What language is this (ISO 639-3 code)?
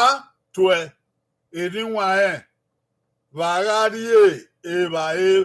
bin